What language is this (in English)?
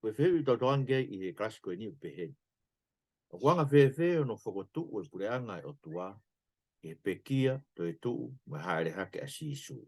Tongan